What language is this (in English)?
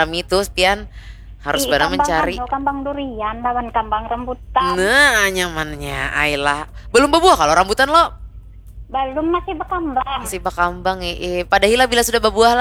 Banjar